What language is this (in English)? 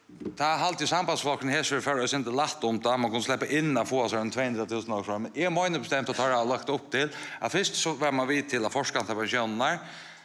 Faroese